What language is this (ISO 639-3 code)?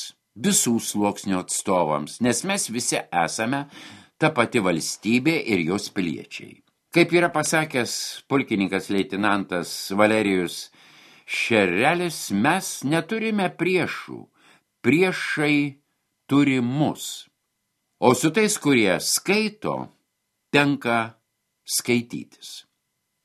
lit